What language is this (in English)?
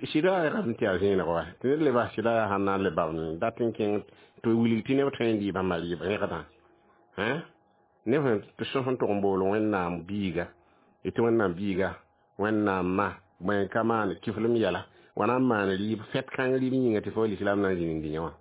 Mossi